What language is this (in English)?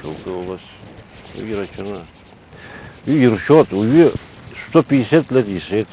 Abkhazian